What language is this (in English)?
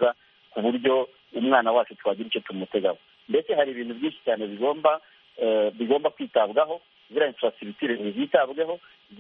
Kinyarwanda